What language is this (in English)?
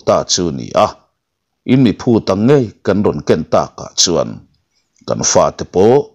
Mizo